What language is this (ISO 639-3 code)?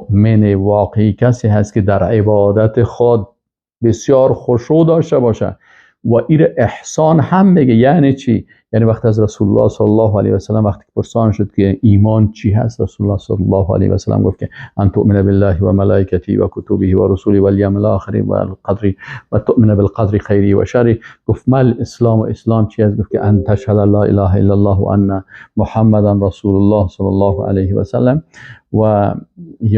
fas